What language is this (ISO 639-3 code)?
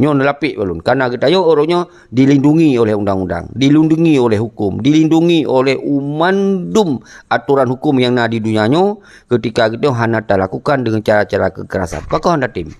ace